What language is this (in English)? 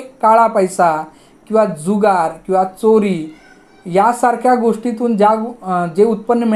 Marathi